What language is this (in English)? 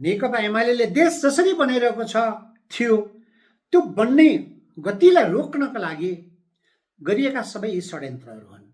Nepali